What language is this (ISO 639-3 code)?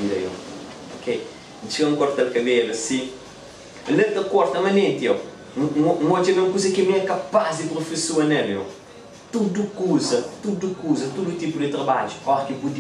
kea